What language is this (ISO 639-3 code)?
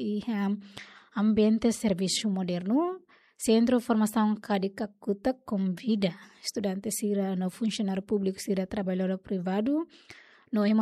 tet